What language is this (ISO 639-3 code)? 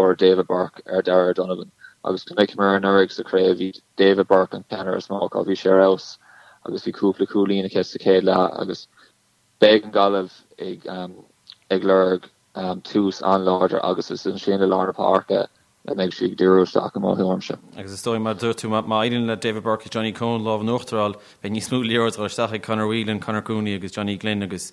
gle